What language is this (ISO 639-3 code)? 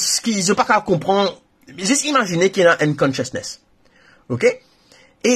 mfe